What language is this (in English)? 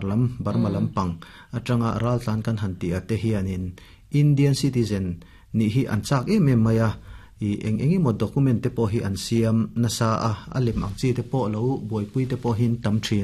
Mizo